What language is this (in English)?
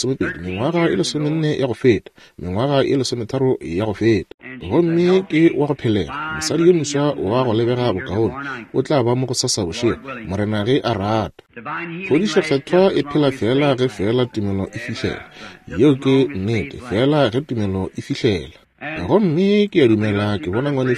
Northern Sotho